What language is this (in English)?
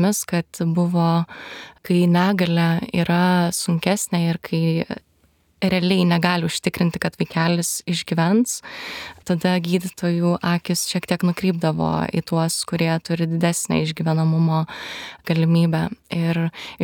Lithuanian